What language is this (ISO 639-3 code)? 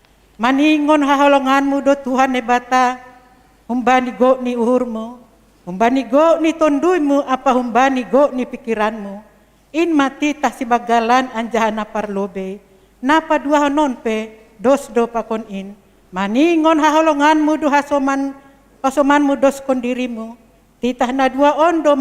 bts